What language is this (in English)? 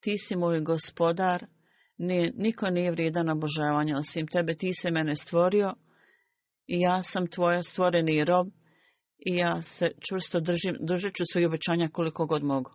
Bosnian